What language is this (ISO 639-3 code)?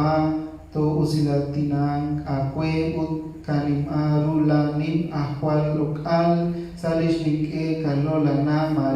kek